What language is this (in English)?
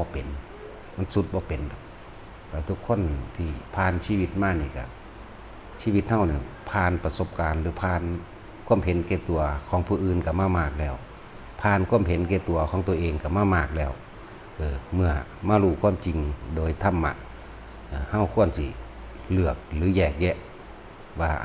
Lao